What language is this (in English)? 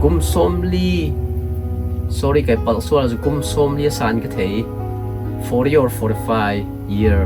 Hakha Chin